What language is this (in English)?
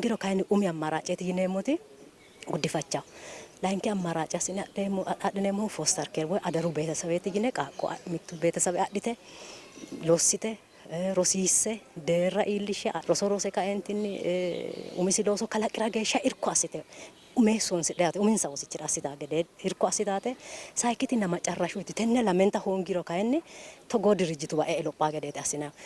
Sidamo